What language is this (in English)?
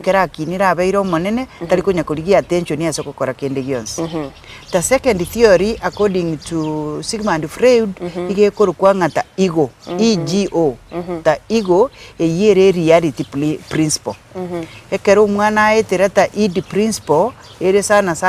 Gusii